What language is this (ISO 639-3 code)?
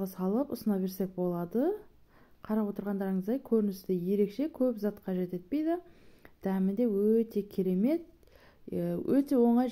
kaz